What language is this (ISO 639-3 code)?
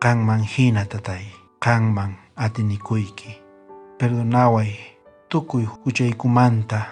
quh